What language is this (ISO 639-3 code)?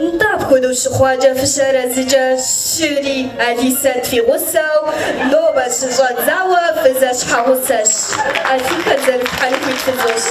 kbd